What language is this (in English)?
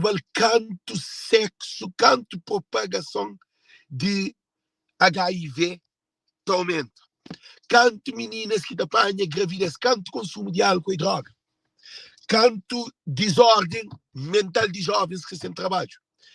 Kabuverdianu